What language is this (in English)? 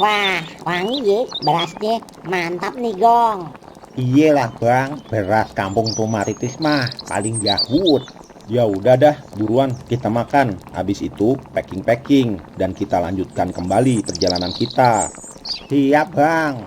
Betawi